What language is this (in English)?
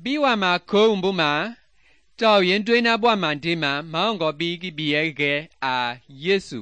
Mende